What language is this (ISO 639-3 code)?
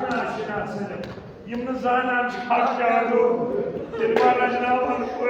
kas